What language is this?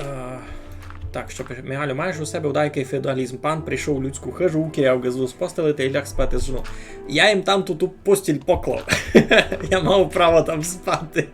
Rusyn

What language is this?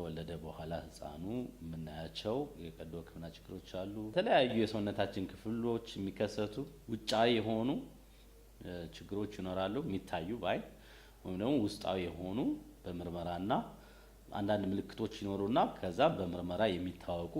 Amharic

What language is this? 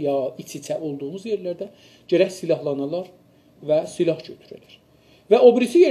South Azerbaijani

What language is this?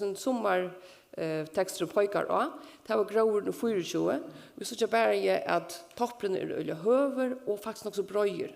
Faroese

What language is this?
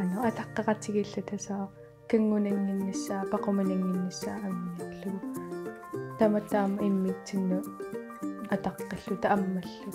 Kalaallisut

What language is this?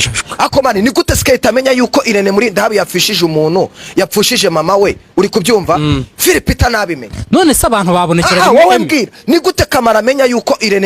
Kinyarwanda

